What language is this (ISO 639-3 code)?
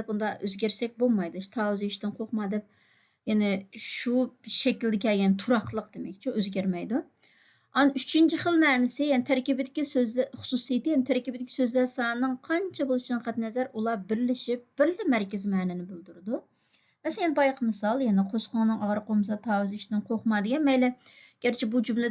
uig